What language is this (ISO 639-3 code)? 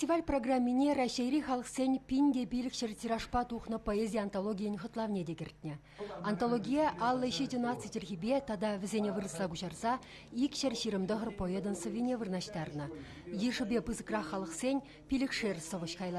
chv